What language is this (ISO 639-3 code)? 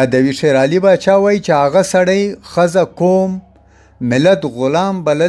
pus